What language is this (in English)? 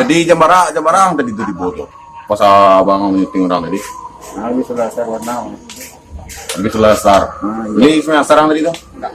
Minangkabau